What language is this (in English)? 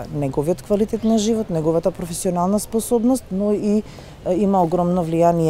Macedonian